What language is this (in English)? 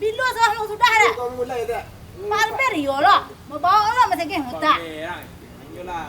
Minangkabau